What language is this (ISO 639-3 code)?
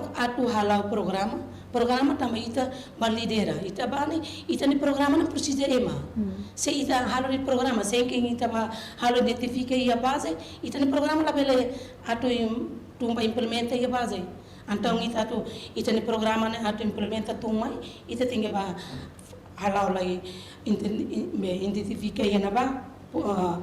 tet